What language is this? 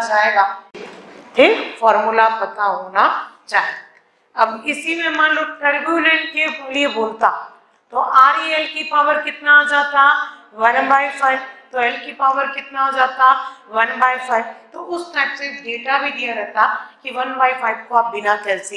Hindi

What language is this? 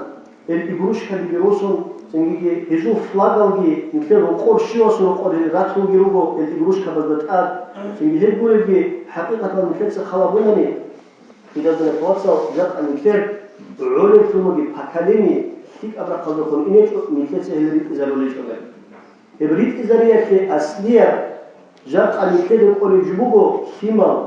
Avaric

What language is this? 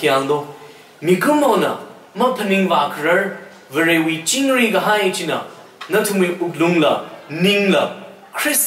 Tangkhul Naga (India)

